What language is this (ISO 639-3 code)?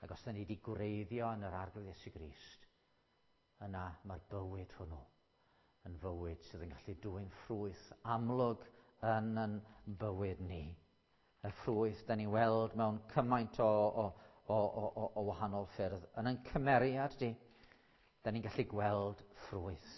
cym